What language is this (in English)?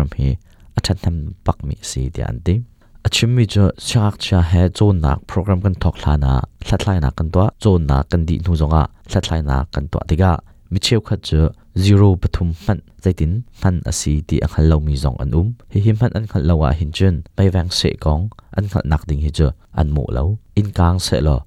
Hakha Chin